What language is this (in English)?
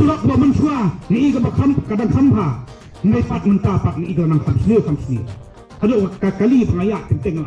Khasi